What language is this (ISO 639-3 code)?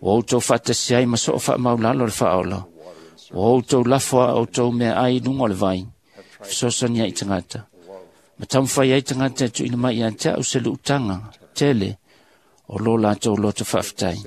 smo